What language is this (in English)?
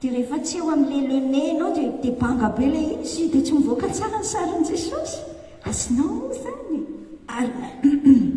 Malagasy